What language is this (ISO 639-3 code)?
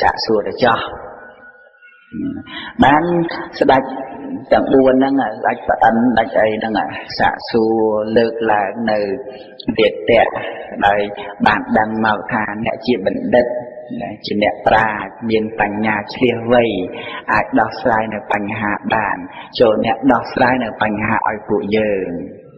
khm